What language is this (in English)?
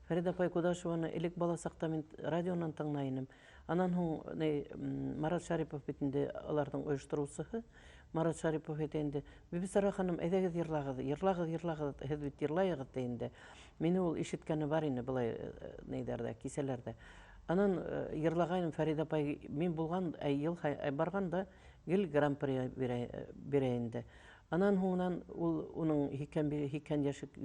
Bashkir